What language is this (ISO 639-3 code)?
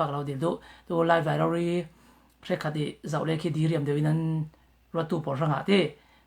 cfm